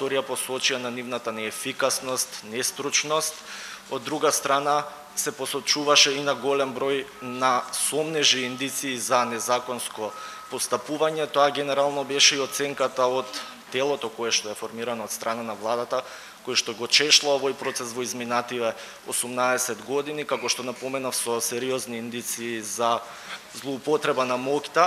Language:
Macedonian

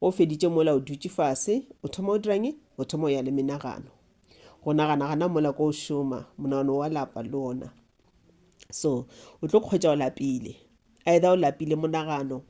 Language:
Northern Sotho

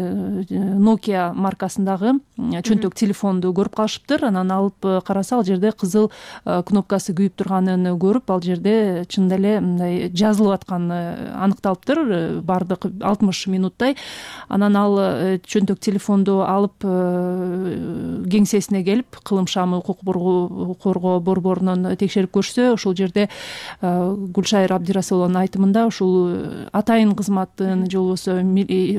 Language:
Kyrgyz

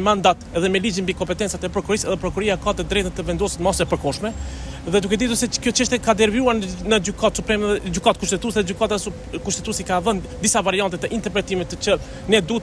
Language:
Albanian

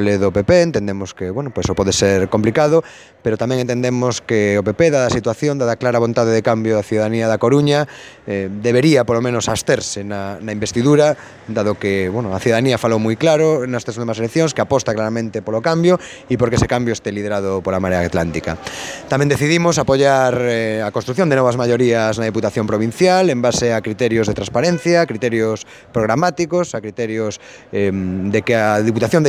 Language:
Galician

